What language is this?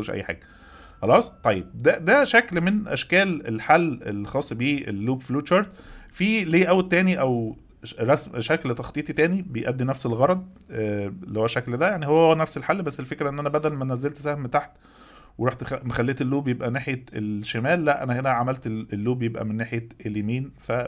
Egyptian Arabic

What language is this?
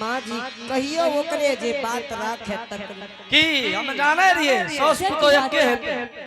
Angika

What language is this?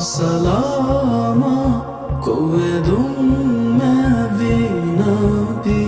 Divehi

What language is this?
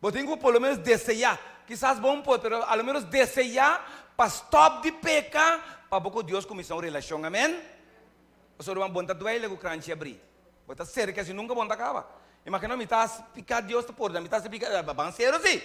Papiamento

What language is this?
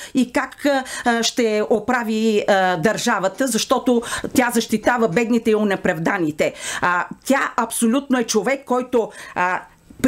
Bulgarian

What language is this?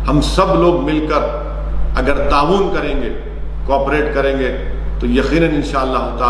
Urdu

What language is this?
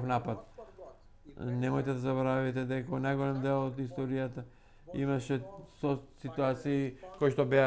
Macedonian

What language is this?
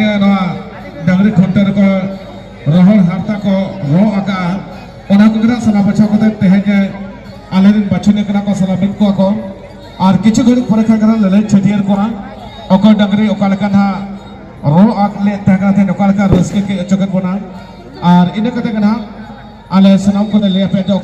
Santali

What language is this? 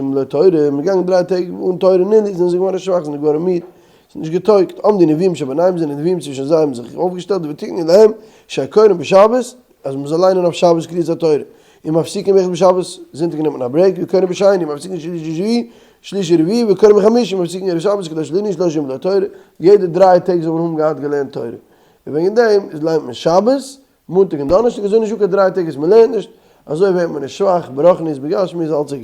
Yiddish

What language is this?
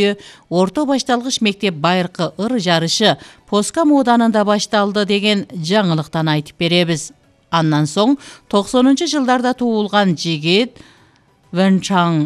Kyrgyz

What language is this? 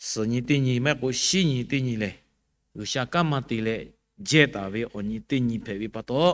Lahu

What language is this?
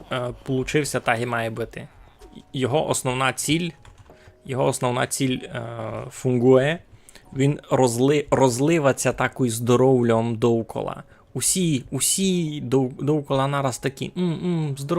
Rusyn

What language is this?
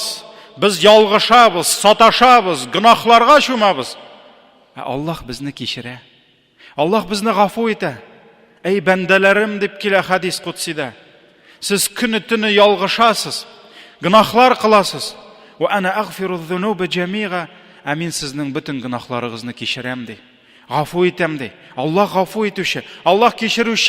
Tatar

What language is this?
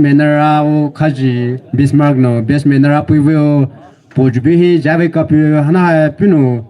Poumei Naga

